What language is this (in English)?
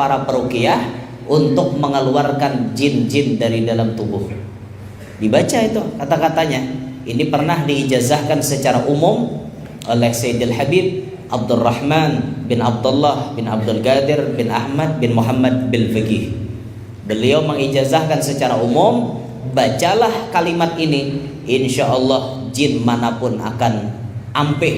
Banjar